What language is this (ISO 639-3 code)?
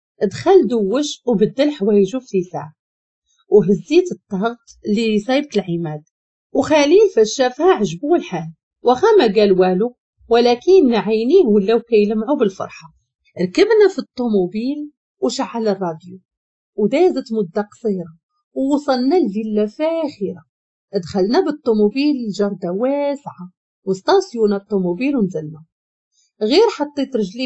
ary